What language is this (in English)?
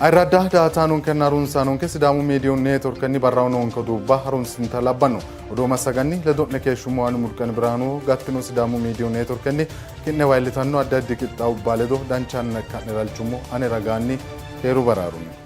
Sidamo